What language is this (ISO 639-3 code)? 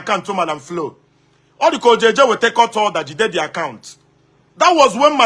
ibo